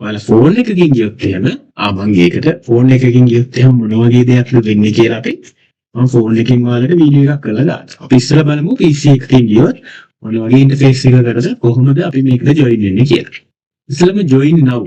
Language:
Sinhala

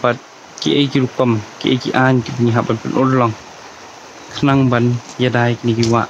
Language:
Khasi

